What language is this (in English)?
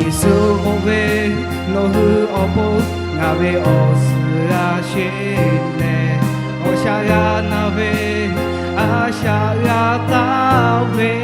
Lahu